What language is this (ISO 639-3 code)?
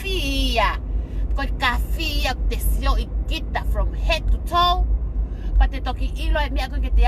ton